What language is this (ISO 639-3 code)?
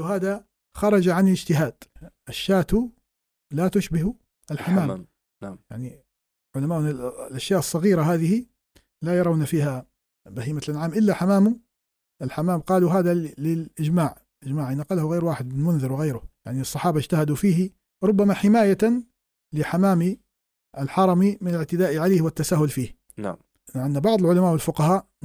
ara